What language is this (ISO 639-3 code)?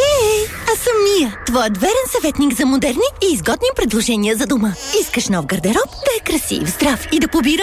bul